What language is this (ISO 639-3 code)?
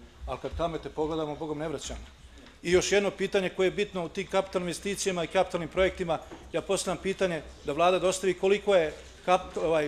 bos